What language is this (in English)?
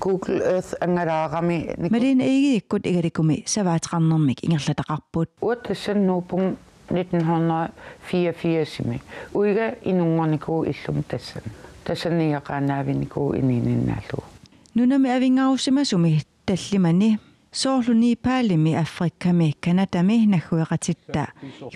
Kalaallisut